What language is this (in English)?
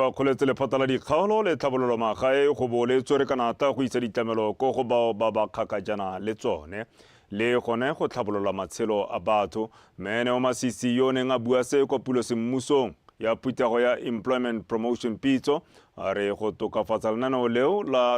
Tswana